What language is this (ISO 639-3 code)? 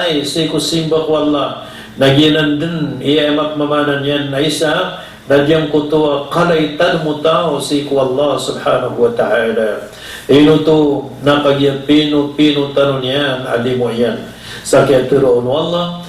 mrw